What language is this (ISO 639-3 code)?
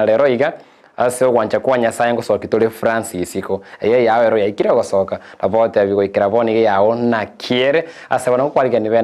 guz